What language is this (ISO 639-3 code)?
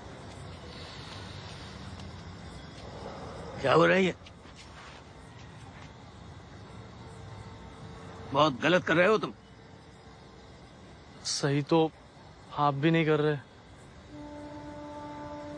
hin